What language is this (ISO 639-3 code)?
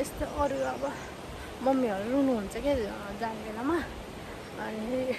nep